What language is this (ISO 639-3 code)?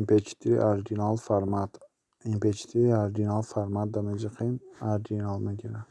tgk